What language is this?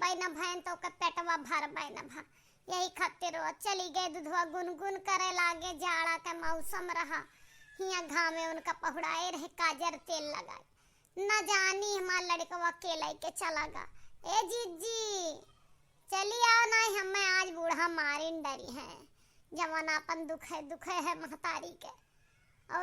Awadhi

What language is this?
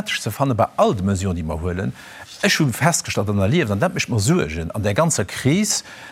Luxembourgish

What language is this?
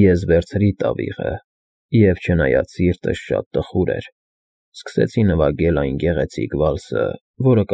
Armenian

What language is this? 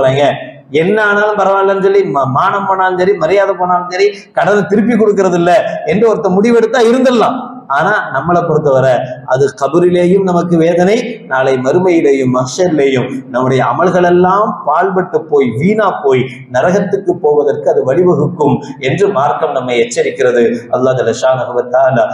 Tamil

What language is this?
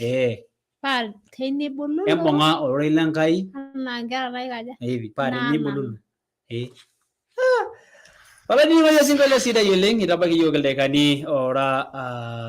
Masai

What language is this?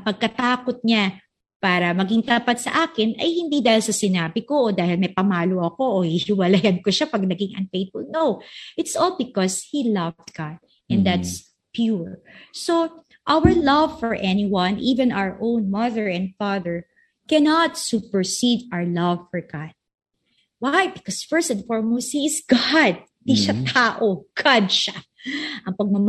Filipino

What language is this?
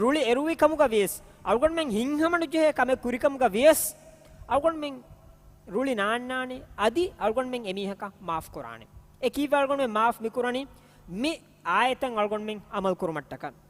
Divehi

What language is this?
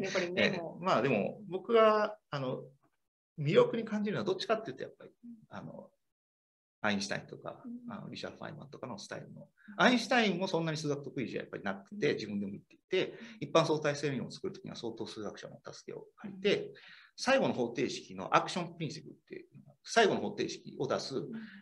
Japanese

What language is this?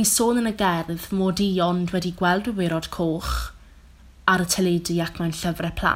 Welsh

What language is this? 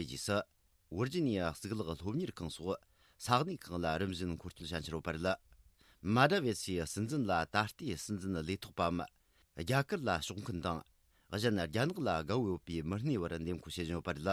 Tibetan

